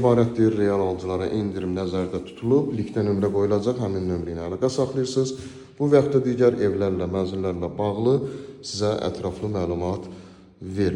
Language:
Azerbaijani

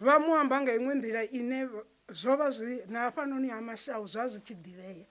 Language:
Venda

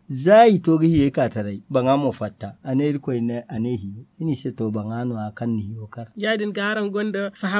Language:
Zarma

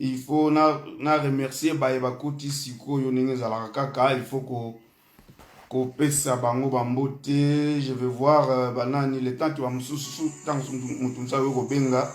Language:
Lingala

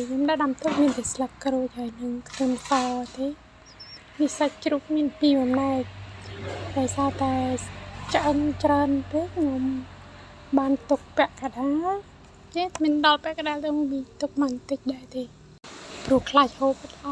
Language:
Khmer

